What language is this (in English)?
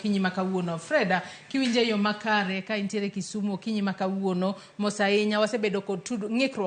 Luo (Kenya and Tanzania)